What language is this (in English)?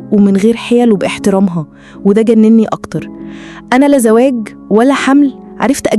Egyptian Arabic